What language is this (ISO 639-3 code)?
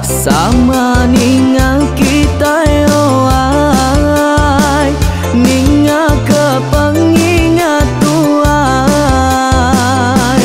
iba